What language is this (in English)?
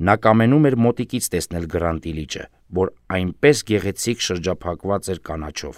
Armenian